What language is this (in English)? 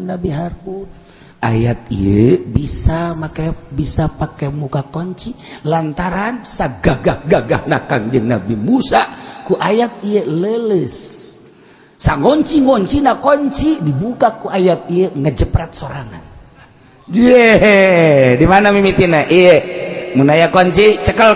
Sundanese